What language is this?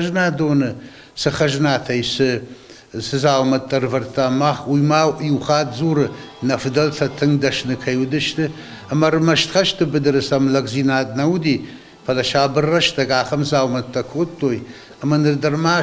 Ossetic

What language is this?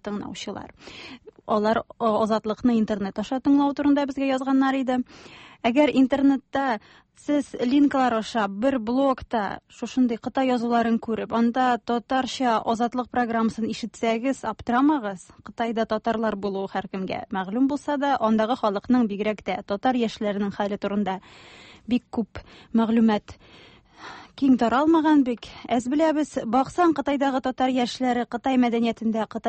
Tatar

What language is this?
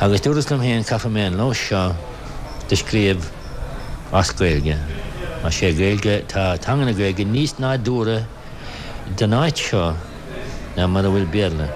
Irish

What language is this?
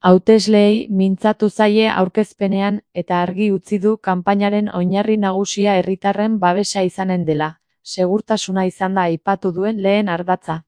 Basque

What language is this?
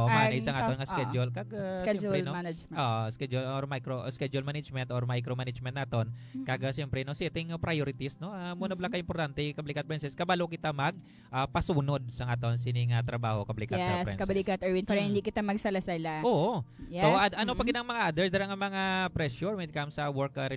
Hiligaynon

